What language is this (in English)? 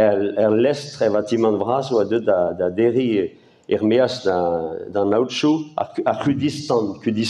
Breton